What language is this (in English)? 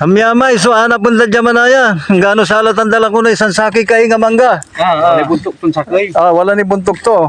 Pangasinan